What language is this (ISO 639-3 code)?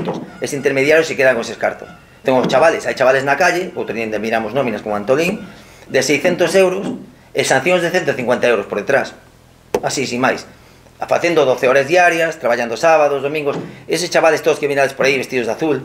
glg